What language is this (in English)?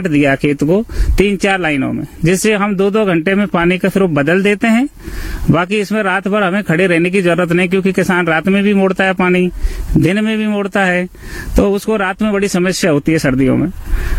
Hindi